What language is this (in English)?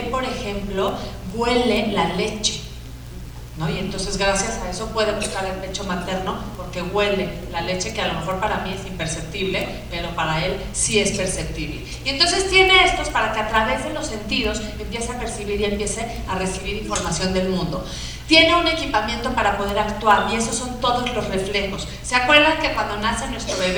Spanish